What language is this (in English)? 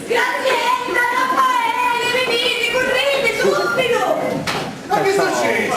Sicilian